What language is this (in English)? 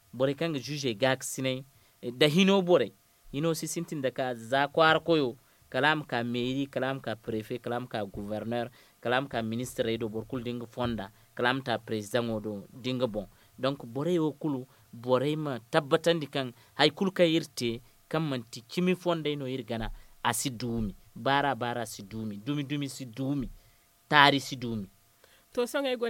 Zarma